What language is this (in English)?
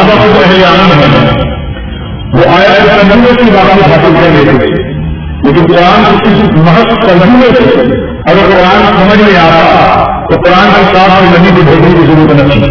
Urdu